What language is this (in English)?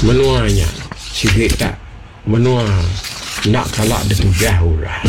Iban